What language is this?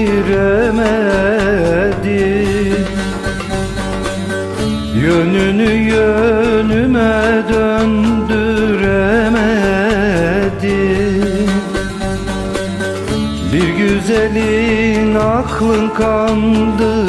Turkish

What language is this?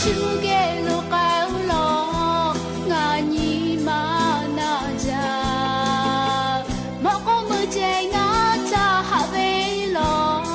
Lahu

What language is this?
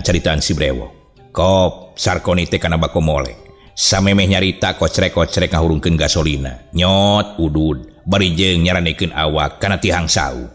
Sundanese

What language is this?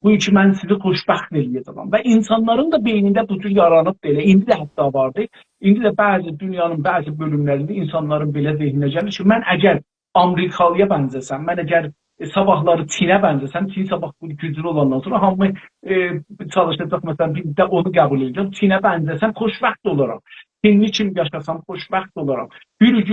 South Azerbaijani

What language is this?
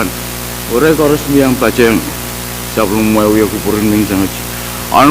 Pohnpeian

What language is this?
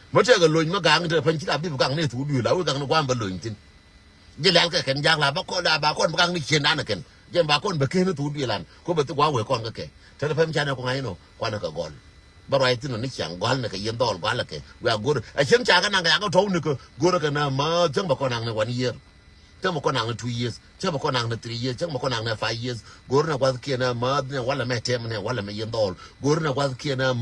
Nuer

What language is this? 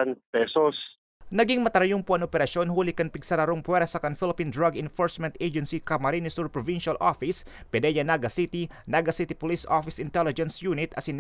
Bikol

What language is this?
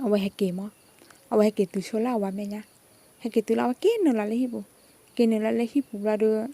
S'gaw Karen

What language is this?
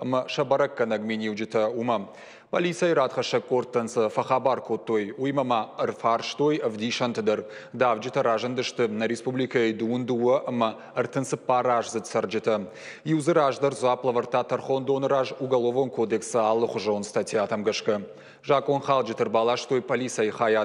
Ossetic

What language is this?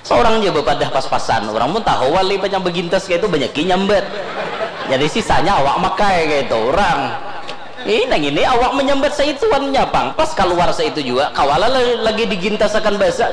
Banjar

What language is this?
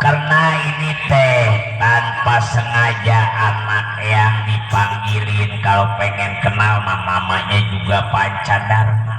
Betawi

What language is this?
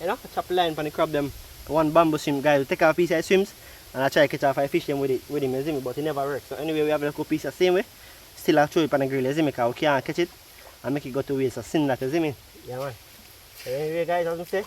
Jamaican Creole English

